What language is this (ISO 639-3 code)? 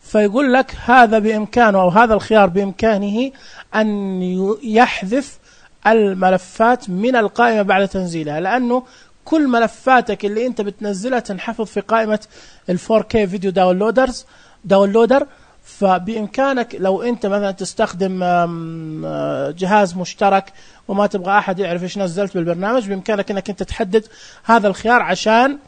ars